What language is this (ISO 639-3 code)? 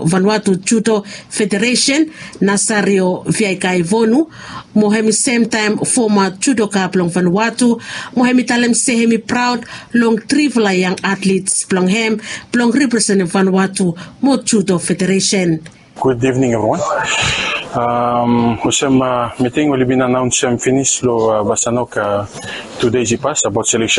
bis